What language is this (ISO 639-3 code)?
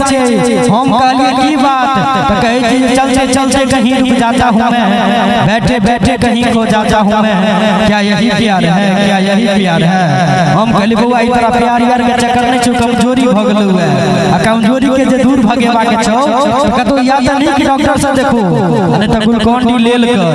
mai